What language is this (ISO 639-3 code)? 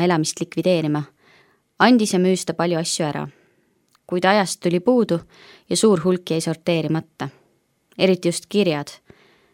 est